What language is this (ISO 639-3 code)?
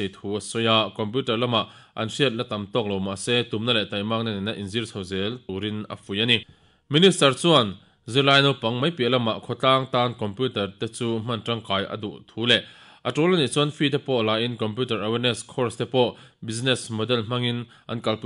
lus